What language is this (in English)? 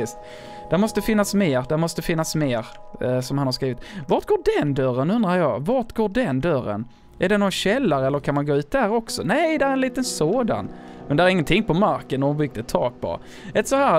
Swedish